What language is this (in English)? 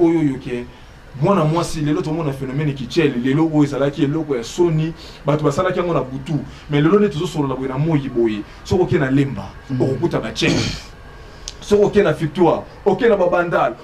Lingala